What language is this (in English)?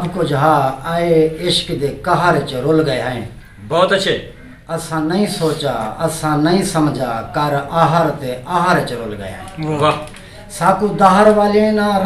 Saraiki